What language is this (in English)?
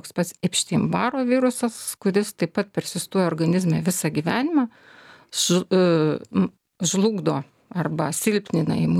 Lithuanian